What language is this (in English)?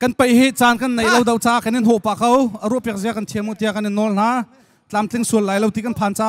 Hakha Chin